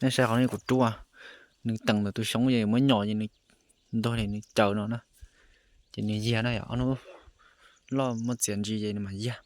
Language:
Hmong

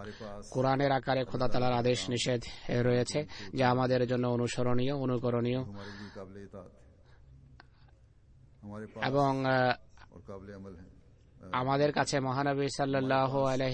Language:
Bangla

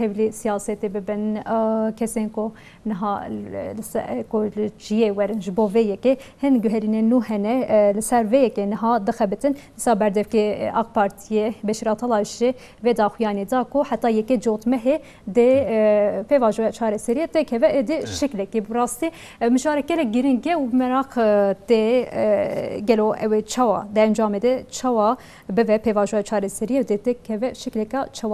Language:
Kurdish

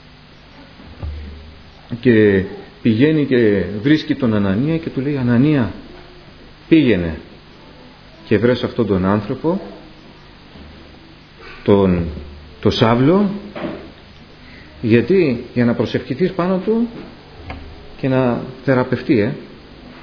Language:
Greek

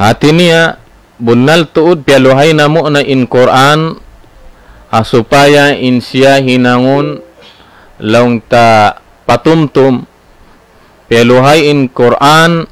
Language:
Tausug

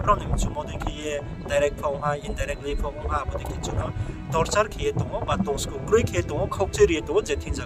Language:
Riang (India)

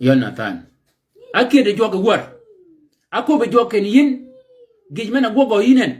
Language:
Shilluk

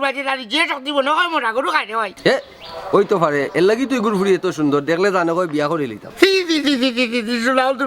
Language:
Sylheti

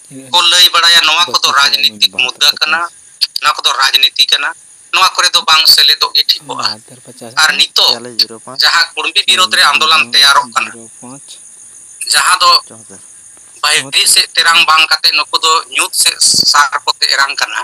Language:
Santali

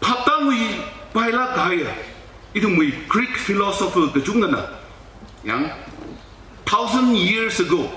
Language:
Tangkhul Naga (India)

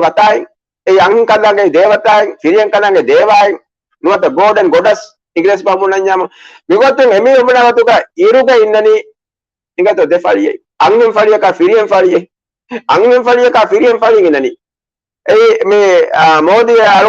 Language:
Divehi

